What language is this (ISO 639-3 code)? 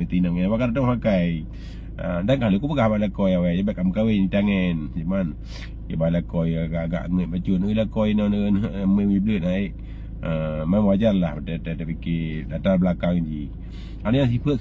ace